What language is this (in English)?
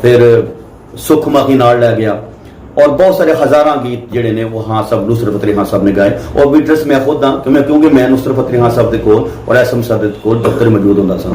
Saraiki